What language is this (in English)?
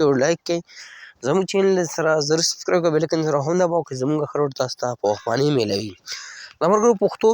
Pashto